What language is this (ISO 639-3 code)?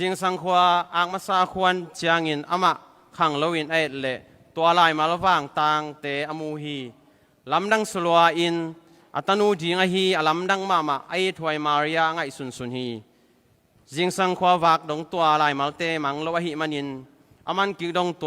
ctd